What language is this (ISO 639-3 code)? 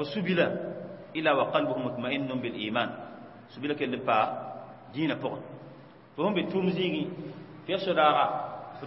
mos